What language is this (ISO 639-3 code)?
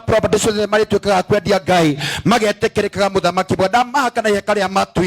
kik